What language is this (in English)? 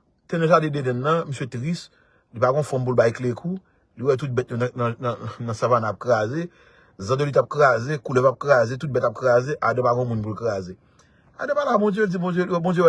Haitian Creole